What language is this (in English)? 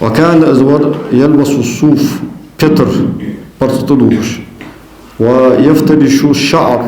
Ingush